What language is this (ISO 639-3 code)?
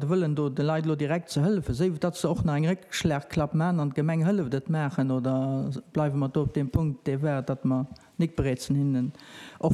ltz